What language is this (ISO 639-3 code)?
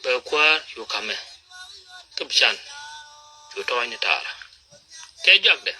nus